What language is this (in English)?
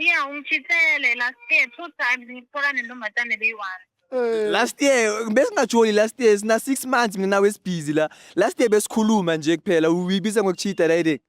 Zulu